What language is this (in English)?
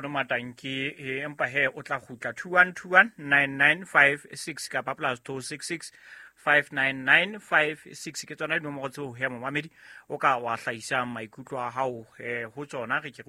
Southern Sotho